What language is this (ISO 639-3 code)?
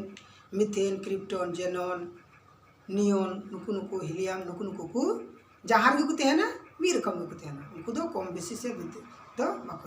sat